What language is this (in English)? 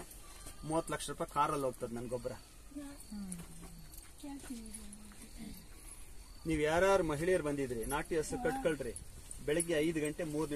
Kannada